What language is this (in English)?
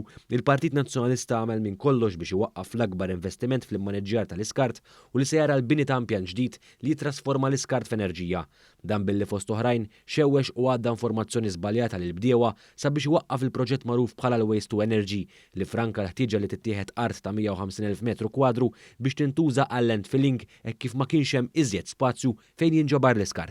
Maltese